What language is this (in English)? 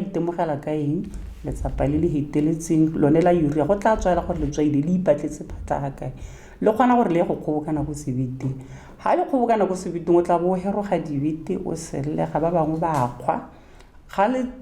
Tswana